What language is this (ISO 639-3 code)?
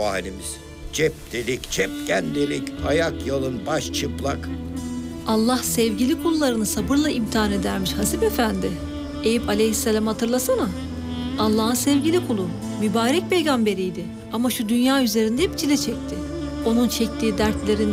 tur